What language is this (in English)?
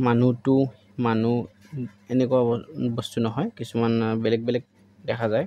Assamese